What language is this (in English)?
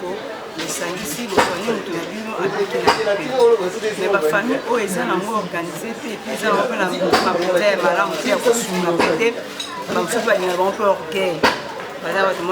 Lingala